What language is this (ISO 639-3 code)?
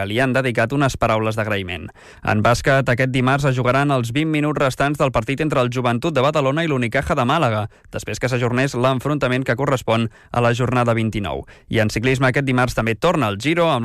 cat